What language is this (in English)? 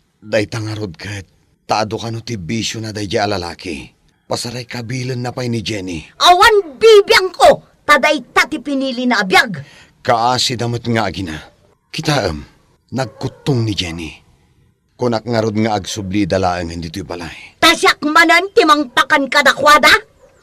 Iloko